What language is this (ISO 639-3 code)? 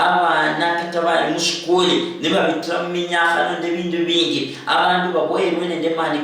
luy